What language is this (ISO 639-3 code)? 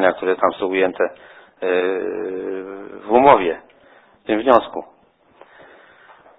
pol